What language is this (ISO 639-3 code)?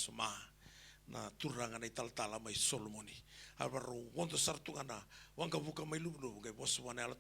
fij